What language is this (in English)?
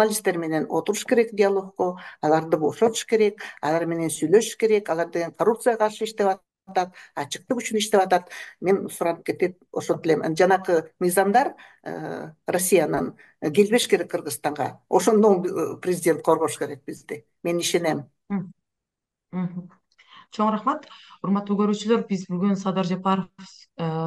Kyrgyz